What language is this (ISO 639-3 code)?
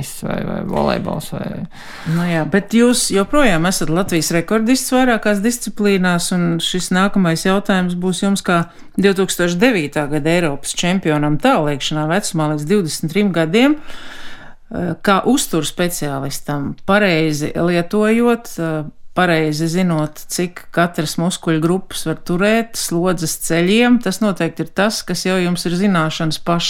lav